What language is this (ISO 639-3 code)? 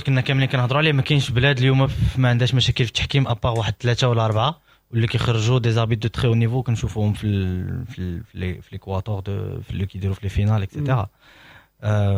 ary